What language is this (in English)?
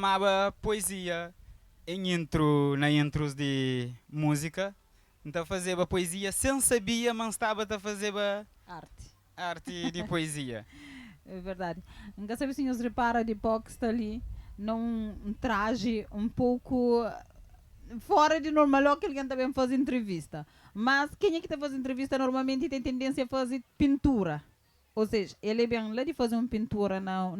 Kabuverdianu